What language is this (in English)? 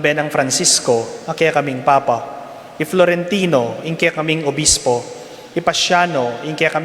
Pampanga